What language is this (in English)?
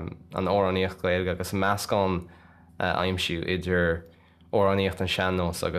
Irish